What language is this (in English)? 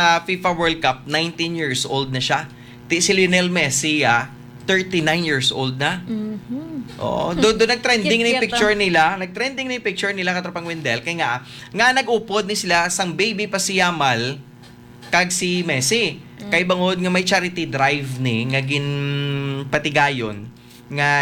Hiligaynon